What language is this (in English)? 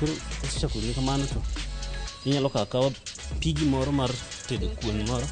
Luo (Kenya and Tanzania)